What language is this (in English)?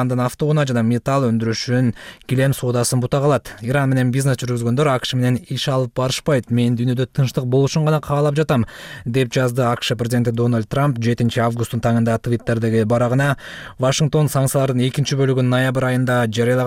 Kyrgyz